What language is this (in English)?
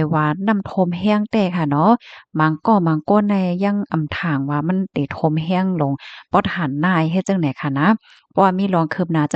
Shan